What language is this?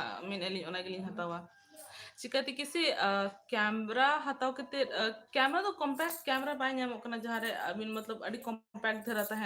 Santali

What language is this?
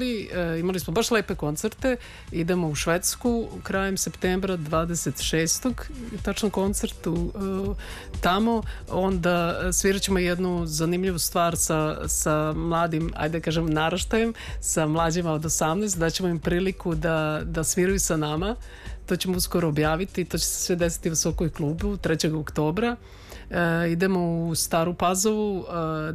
Serbian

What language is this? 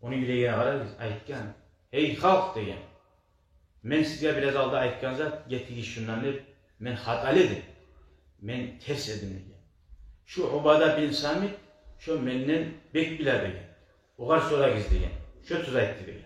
Kumyk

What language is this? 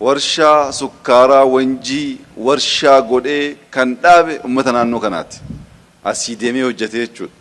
Oromo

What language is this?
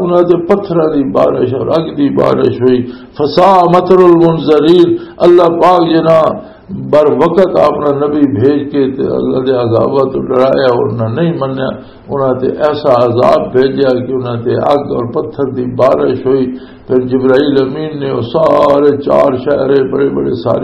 Western Panjabi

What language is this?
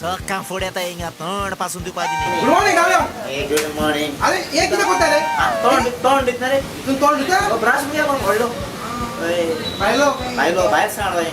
Konkani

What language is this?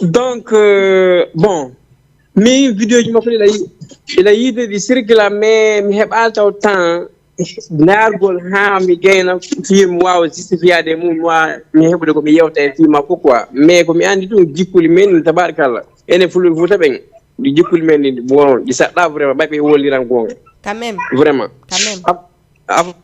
Fula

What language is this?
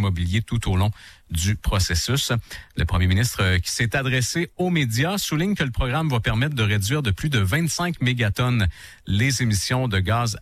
French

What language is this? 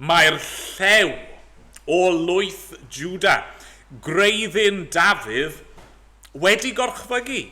Welsh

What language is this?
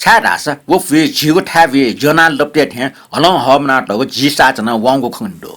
Newari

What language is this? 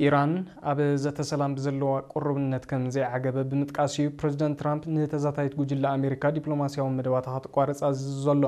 Tigrinya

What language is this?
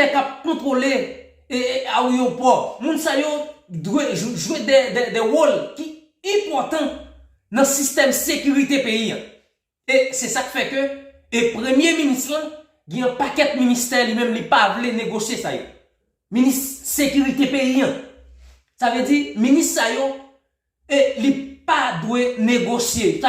Haitian Creole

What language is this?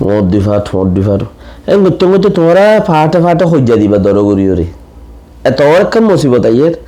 Rohingya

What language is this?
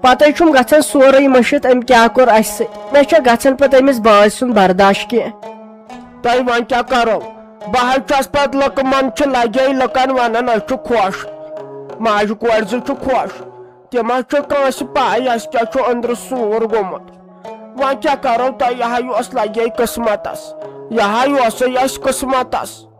Kashmiri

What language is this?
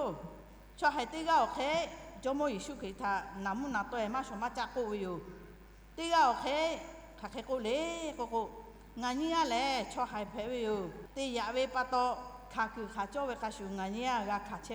Lahu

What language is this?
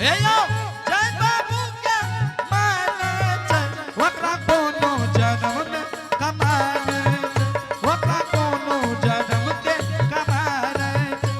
Angika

